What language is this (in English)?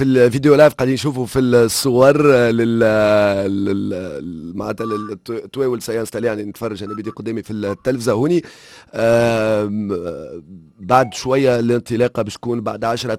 Tunisian Arabic